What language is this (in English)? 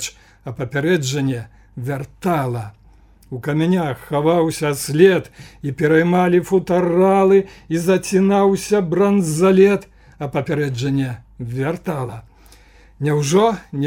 Belarusian